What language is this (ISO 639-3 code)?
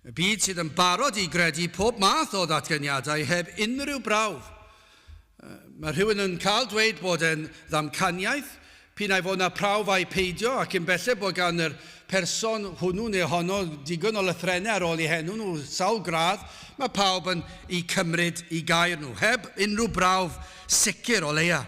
cym